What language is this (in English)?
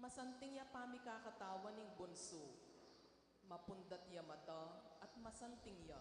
Pampanga